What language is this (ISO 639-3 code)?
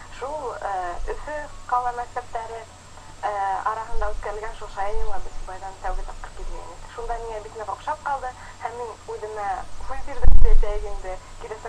bak